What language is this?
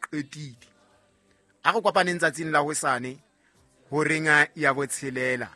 Southern Sotho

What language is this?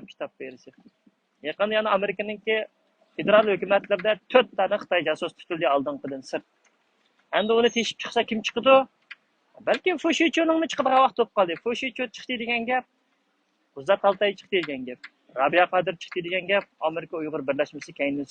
Uyghur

